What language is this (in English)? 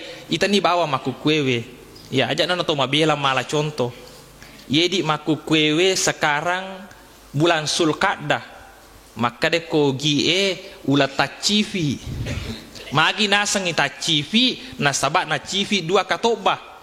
Buginese